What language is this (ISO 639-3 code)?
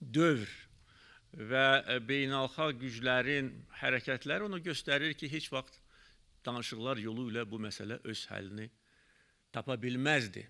aze